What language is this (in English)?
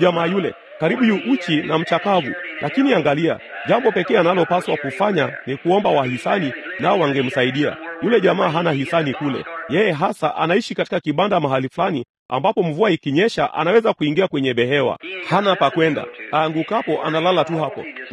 Swahili